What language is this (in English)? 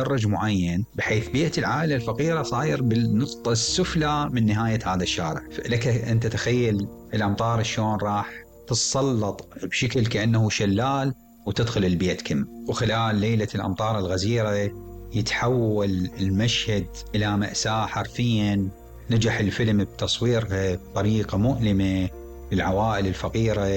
Mesopotamian Arabic